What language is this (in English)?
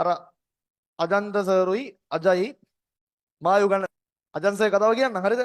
Sinhala